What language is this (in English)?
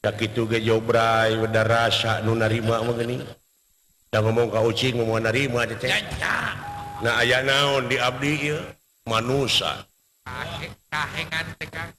Sundanese